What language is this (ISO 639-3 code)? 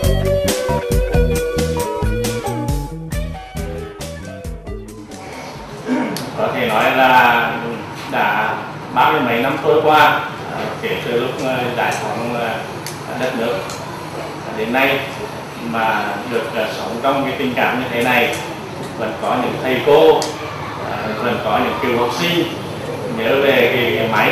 vie